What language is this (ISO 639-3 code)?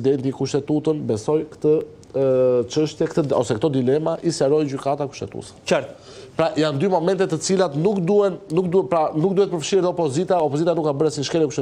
sqi